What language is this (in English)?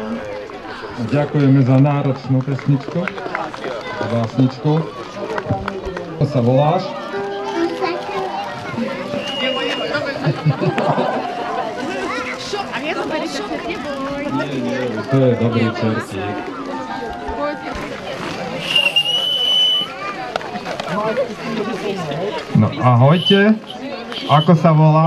Slovak